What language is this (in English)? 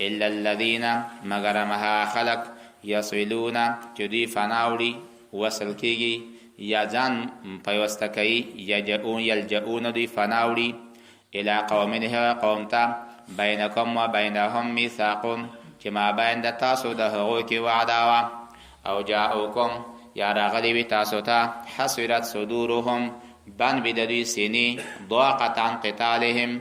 Pashto